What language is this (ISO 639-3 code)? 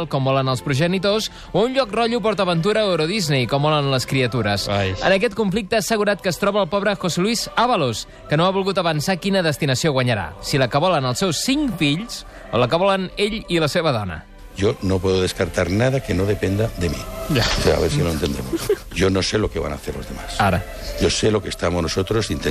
cat